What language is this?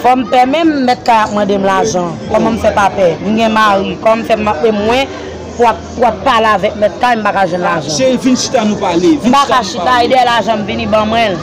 Haitian Creole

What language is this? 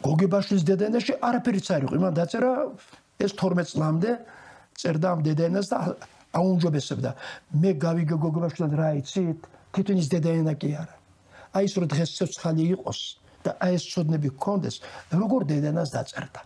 Georgian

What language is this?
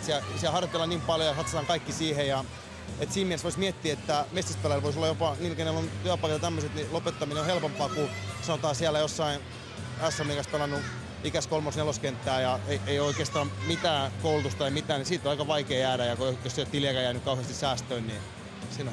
Finnish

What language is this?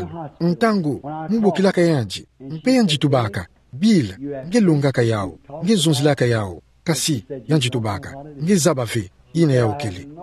Kituba (Democratic Republic of Congo)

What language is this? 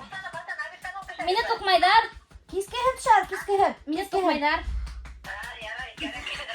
Bashkir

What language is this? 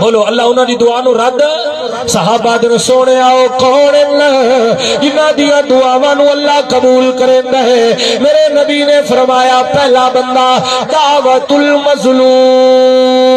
Saraiki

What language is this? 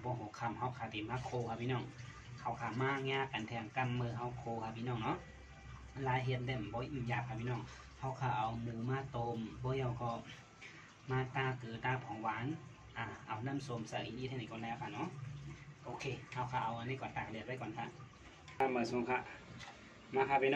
Shan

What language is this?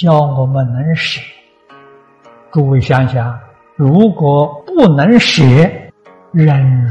Chinese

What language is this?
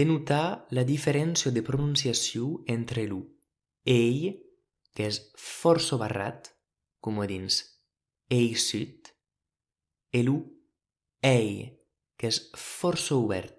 Occitan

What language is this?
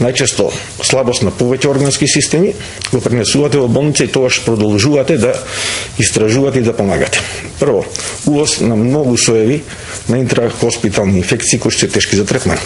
Macedonian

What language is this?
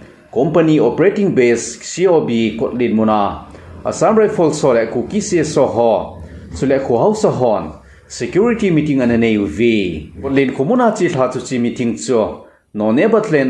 Thado Chin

